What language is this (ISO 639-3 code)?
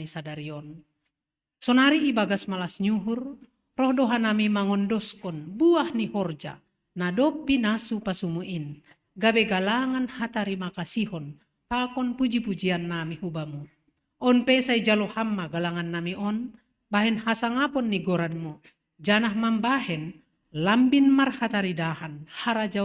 bts